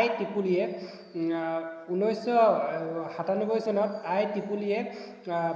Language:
Assamese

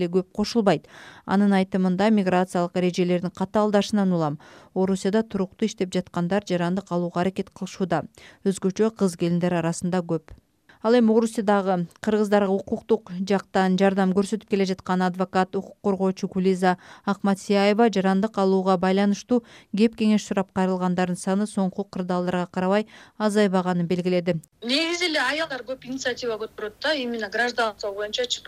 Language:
Kyrgyz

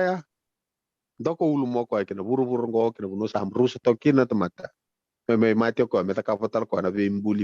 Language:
Fijian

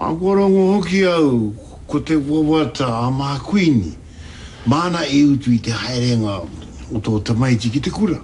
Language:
Māori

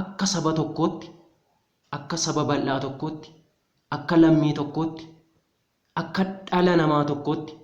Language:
Oromo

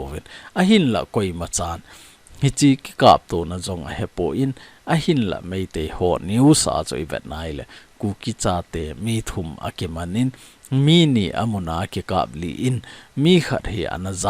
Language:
Thado Chin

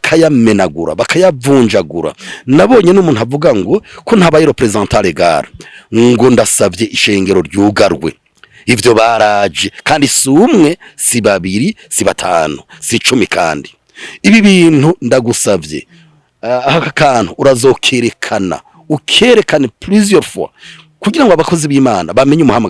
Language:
Rundi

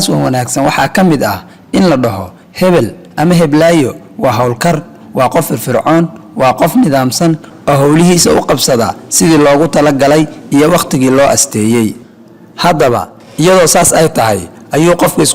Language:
Somali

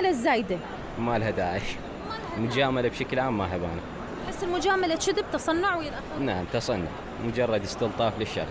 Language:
Mesopotamian Arabic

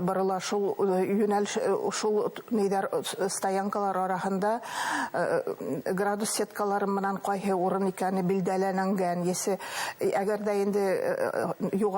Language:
Bashkir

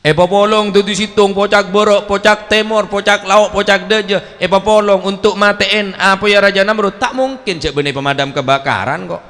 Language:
Madurese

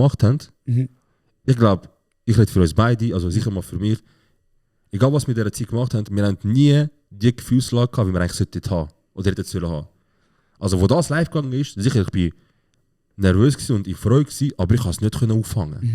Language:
Swiss German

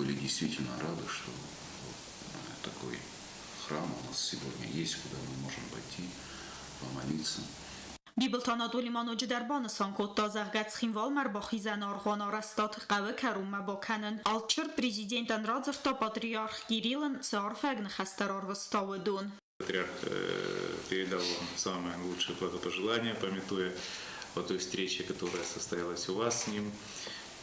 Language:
Ossetic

